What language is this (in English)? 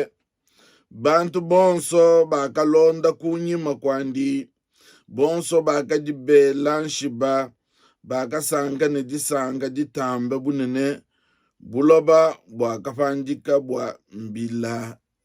Luba-Lulua